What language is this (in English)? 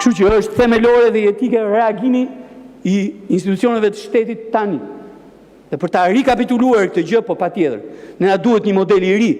Albanian